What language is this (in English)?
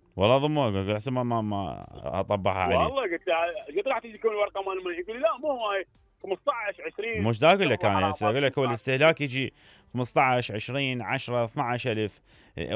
Mesopotamian Arabic